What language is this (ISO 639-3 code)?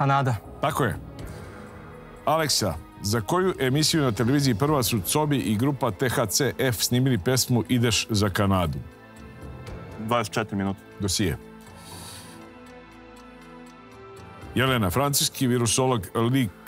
srp